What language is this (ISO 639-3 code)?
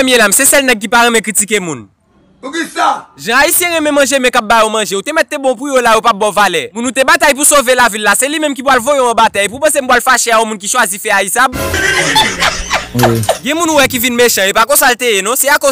hat